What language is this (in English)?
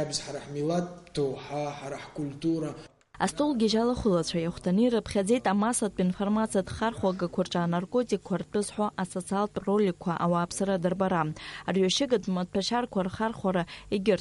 Abkhazian